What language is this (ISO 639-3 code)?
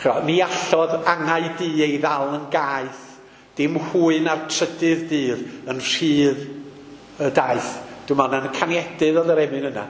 cym